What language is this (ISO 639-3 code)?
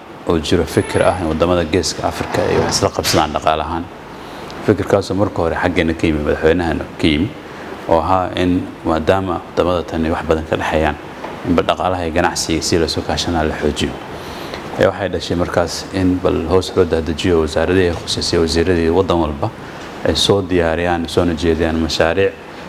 som